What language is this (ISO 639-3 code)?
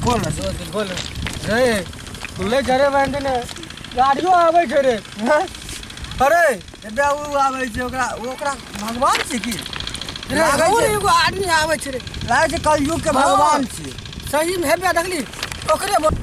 mai